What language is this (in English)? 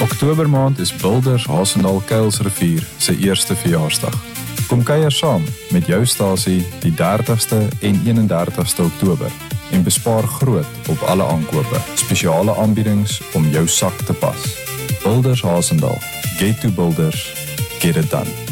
Afrikaans